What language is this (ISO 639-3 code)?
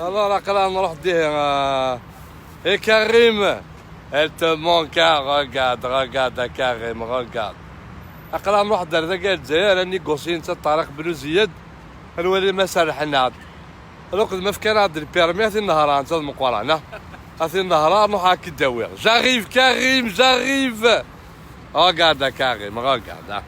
kab